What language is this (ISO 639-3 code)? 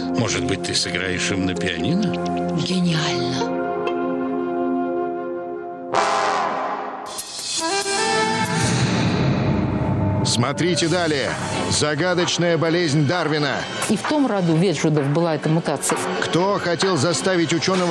rus